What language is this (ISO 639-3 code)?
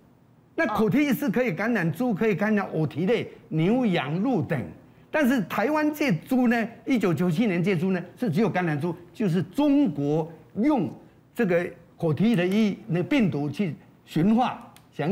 zho